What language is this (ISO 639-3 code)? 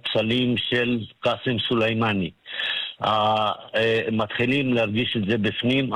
heb